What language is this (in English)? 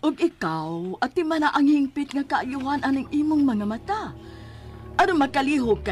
Cebuano